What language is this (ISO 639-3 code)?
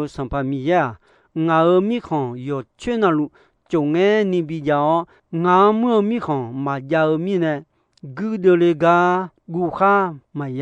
ahk